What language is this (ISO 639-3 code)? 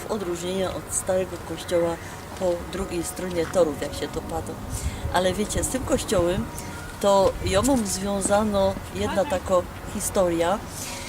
szl